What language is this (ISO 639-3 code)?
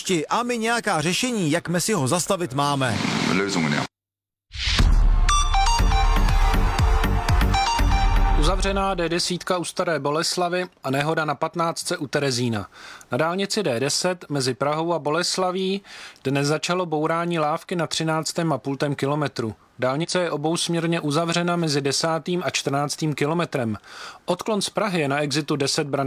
ces